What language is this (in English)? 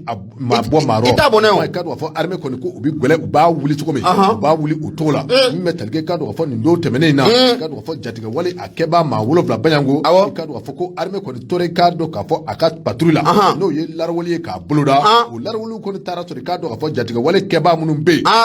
Bambara